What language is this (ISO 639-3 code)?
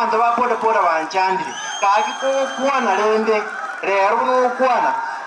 guz